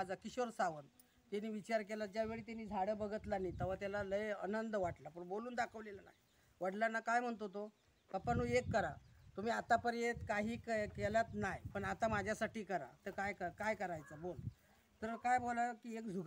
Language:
Marathi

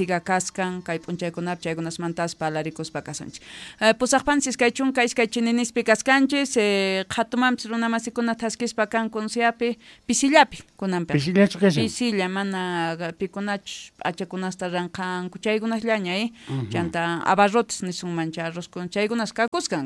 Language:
South Bolivian Quechua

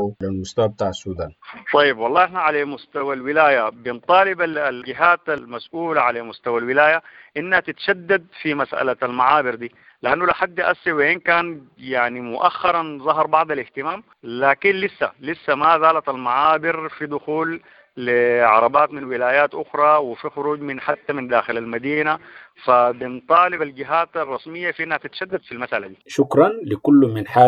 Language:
Sudanese Arabic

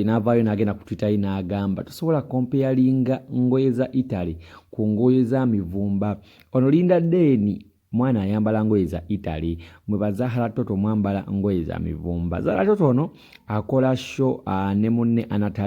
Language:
Ganda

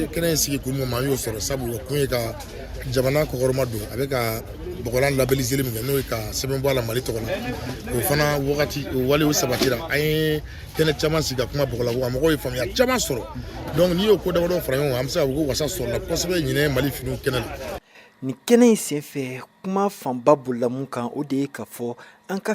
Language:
Bambara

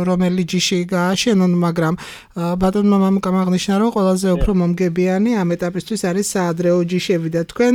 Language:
Georgian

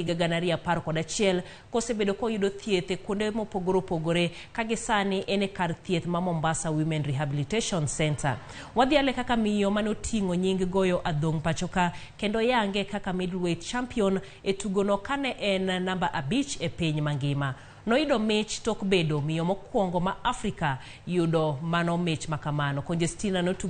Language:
Luo (Kenya and Tanzania)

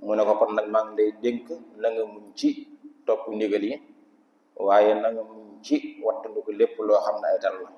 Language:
Wolof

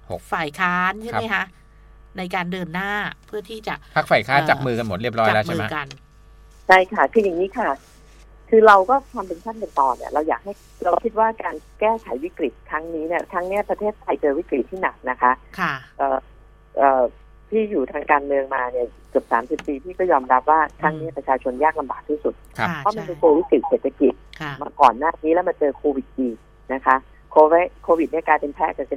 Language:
Thai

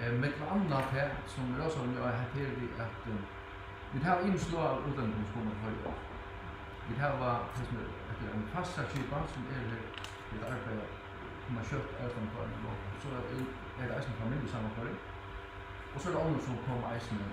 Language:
Faroese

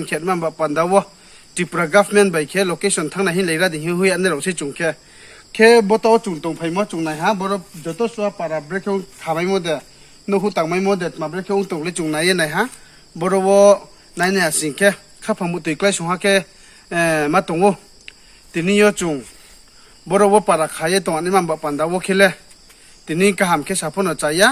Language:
Riang (India)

